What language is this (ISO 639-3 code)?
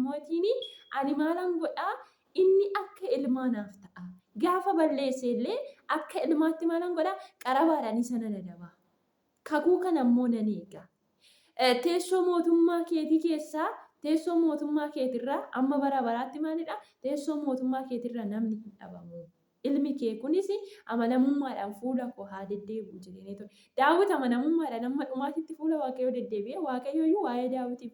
orm